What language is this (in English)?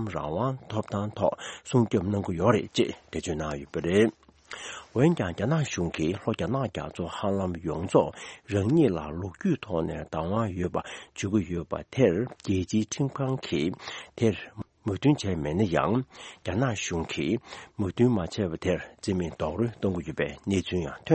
Tibetan